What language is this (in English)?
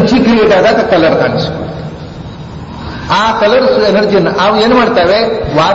Kannada